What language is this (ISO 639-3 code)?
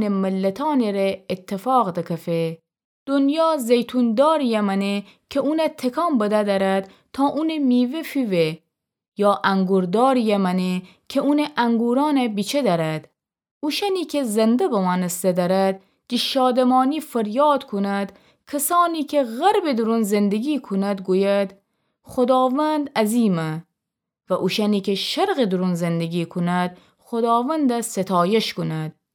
glk